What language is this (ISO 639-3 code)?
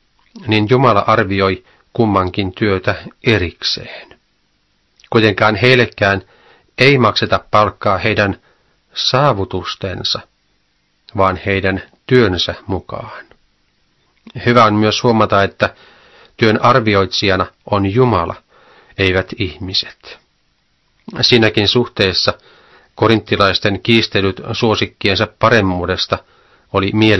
fin